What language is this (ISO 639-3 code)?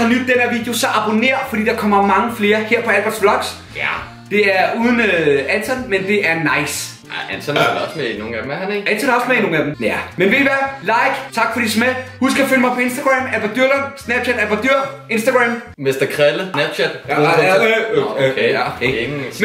dan